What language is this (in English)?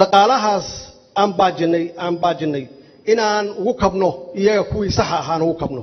Somali